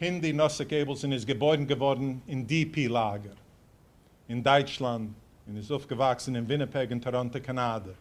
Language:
Yiddish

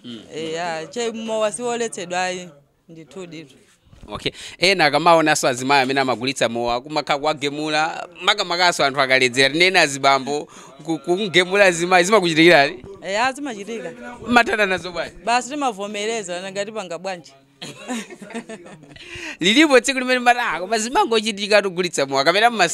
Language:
Nyanja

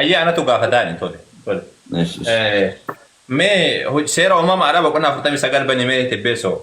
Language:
Oromo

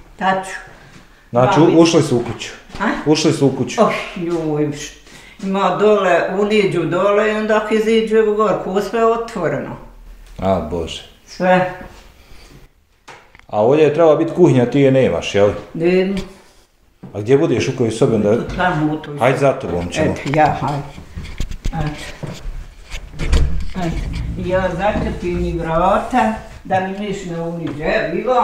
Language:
Bosnian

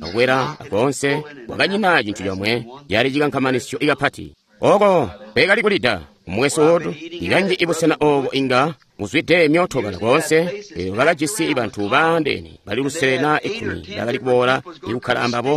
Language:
Tonga (Zambia)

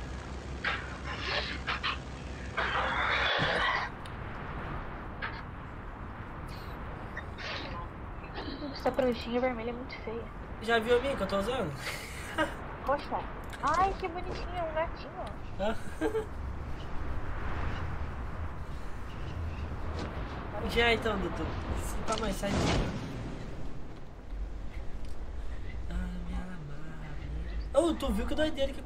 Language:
Portuguese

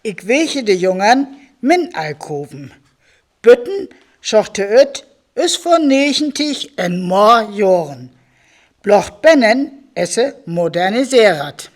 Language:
Northern Frisian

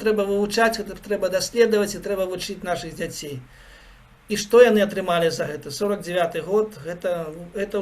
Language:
Belarusian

